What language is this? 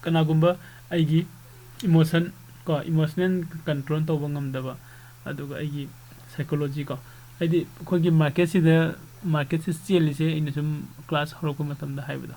Manipuri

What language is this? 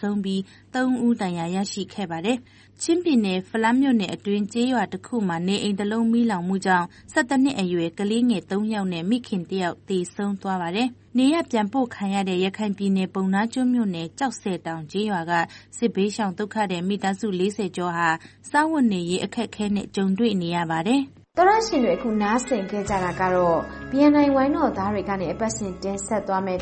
Burmese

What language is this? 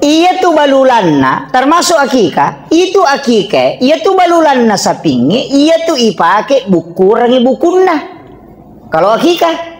Buginese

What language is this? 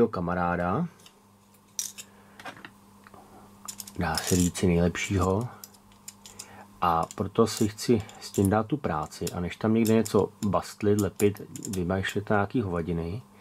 Czech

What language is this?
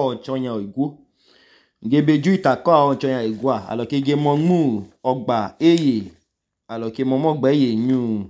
Idoma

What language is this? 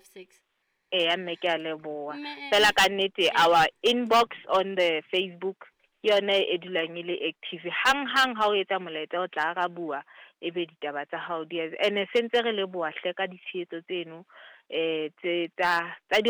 Southern Sotho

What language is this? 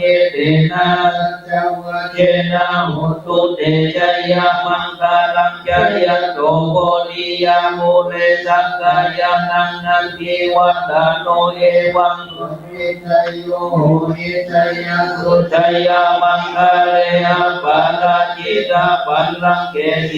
Pali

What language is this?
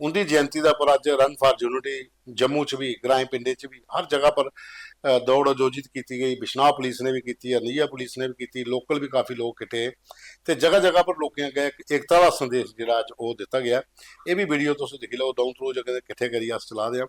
Dogri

